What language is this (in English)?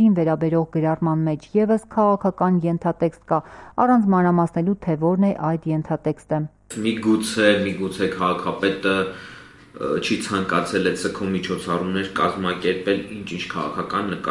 Armenian